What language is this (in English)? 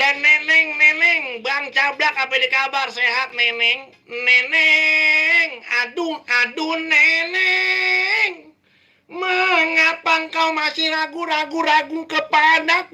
Betawi